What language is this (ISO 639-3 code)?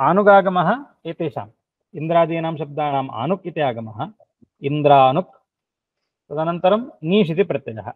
san